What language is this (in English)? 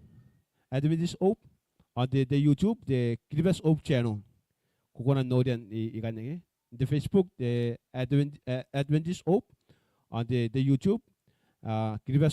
Gilbertese